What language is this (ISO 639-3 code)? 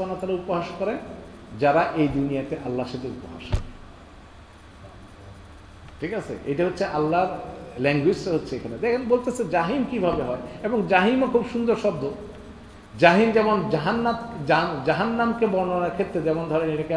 ben